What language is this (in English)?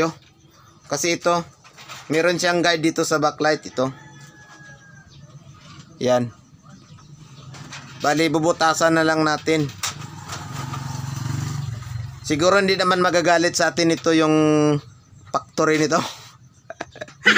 Filipino